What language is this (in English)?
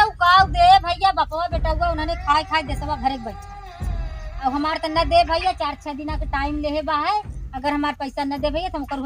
Awadhi